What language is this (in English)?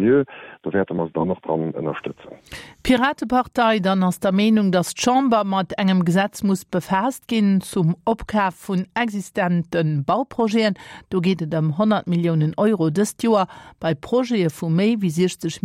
Luxembourgish